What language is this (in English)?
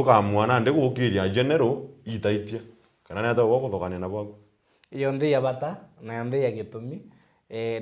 Meru